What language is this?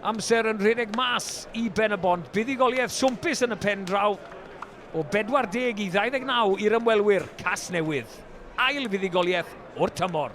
Welsh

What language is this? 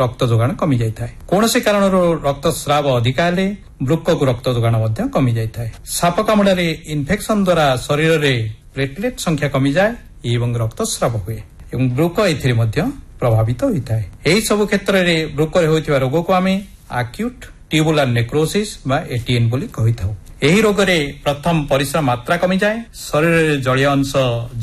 Odia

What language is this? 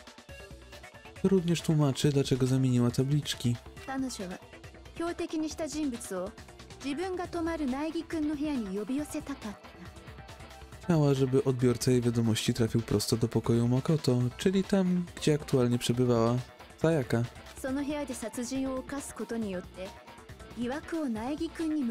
Polish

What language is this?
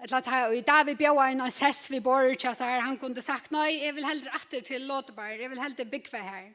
Faroese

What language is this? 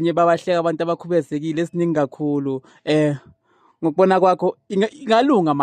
Zulu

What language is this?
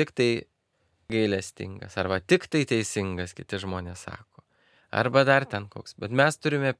Lithuanian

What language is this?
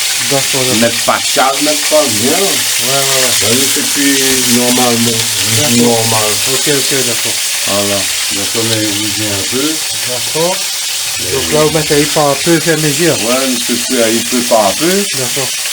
Réunion Creole French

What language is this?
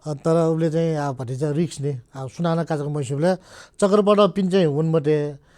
Newari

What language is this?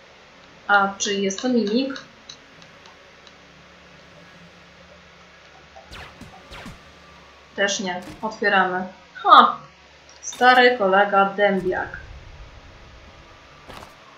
Polish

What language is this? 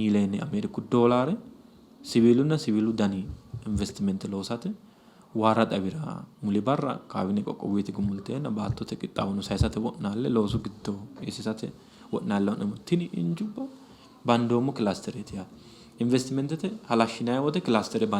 Sidamo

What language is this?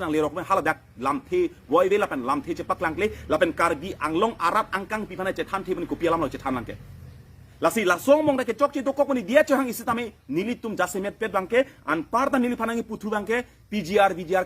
Karbi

